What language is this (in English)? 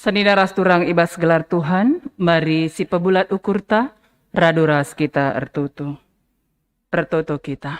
Batak Karo